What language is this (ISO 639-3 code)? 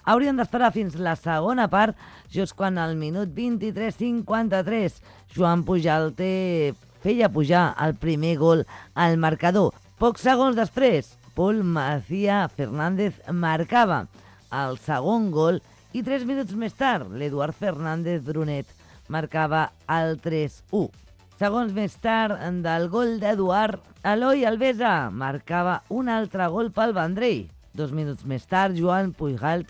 cat